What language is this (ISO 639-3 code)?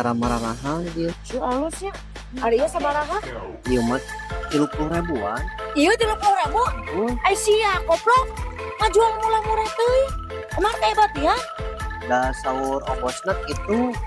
sun